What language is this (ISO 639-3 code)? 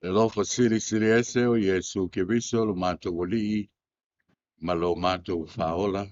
smo